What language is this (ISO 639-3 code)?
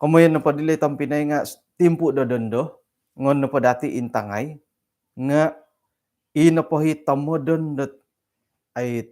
dtp